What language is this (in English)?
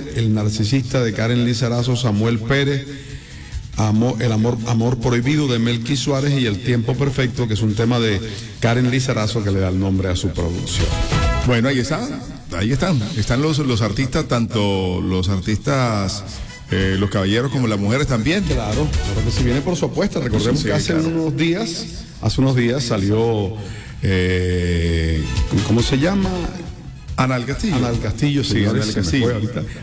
Spanish